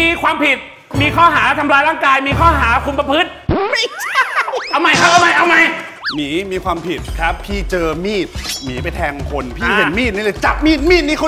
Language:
Thai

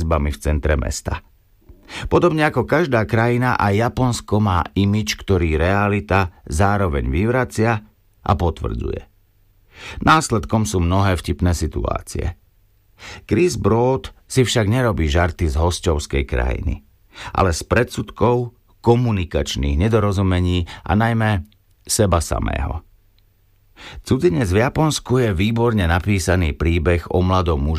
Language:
Slovak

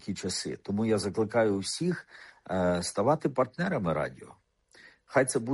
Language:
Ukrainian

